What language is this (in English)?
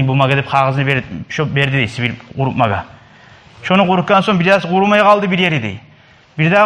Kumyk